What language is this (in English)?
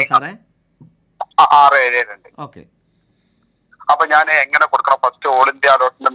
Malayalam